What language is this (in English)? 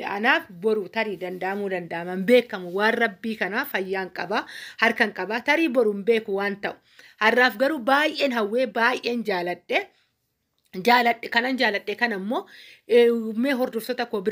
Oromo